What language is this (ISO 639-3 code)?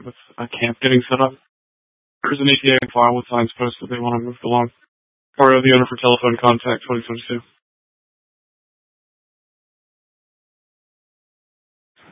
eng